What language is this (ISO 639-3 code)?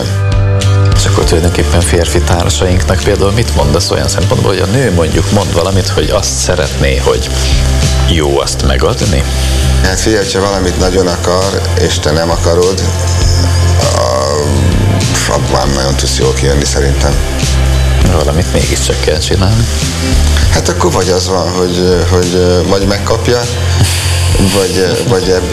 hun